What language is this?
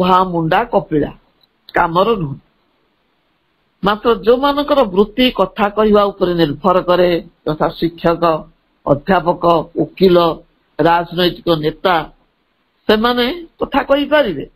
Odia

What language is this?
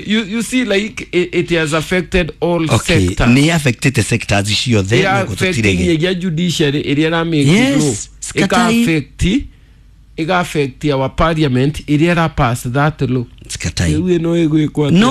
Kikuyu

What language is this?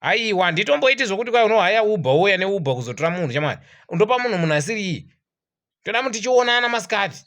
Shona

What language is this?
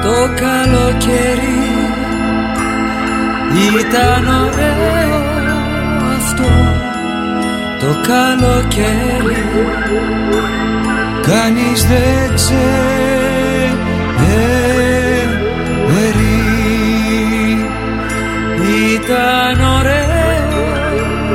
Greek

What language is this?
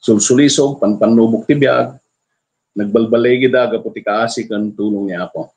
Iloko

